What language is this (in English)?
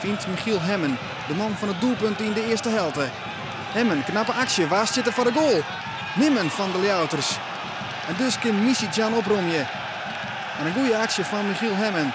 Western Frisian